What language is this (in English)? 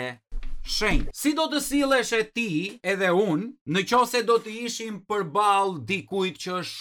Albanian